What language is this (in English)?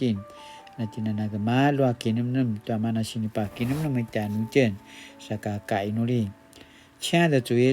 Paiwan